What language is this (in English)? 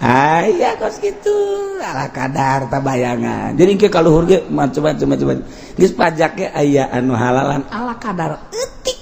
Sundanese